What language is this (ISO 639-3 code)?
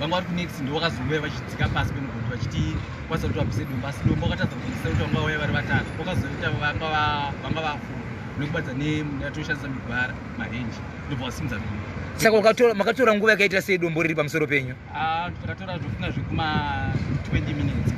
sna